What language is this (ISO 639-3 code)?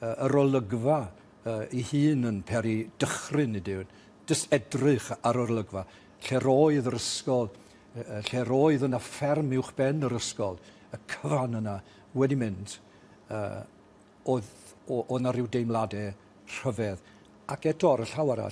cym